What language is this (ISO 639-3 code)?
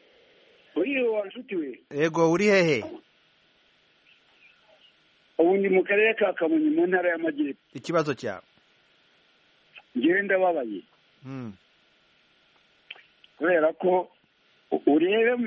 kin